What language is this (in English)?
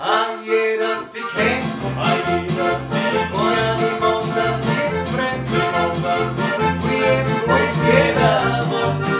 Bavarian